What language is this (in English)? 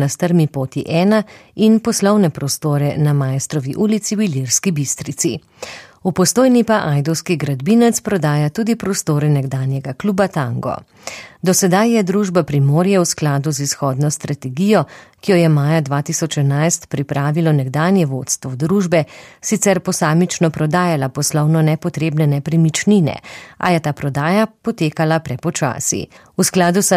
Slovenian